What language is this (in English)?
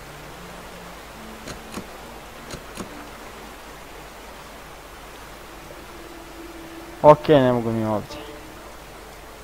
Croatian